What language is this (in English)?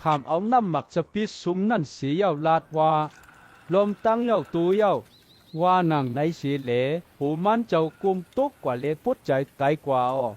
Shan